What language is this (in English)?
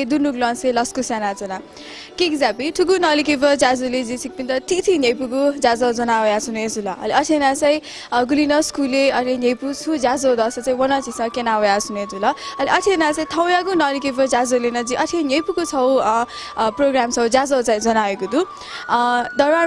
Newari